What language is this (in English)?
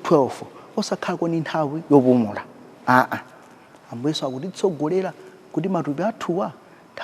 Nyanja